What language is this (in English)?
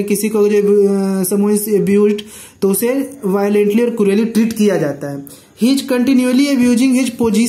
Hindi